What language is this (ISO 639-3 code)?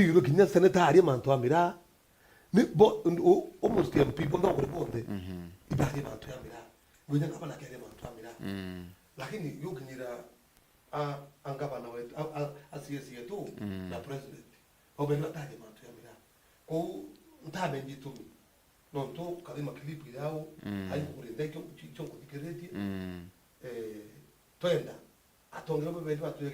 mer